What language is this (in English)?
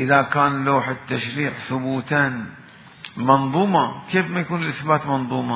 Mesopotamian Arabic